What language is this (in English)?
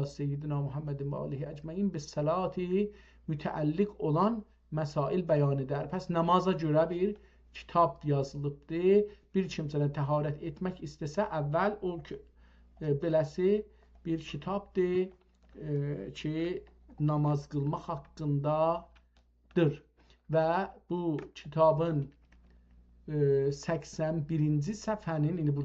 South Azerbaijani